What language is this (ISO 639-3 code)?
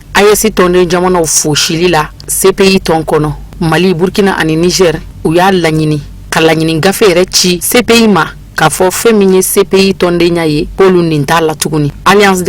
bam